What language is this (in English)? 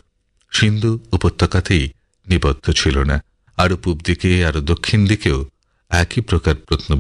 Bangla